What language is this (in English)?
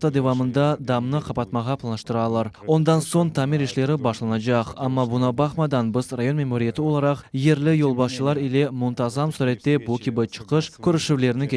Crimean Tatar